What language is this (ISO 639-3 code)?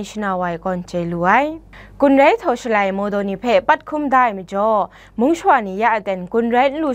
kac